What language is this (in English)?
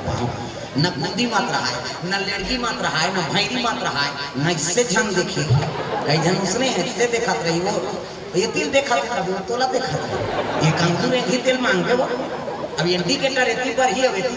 Chhattisgarhi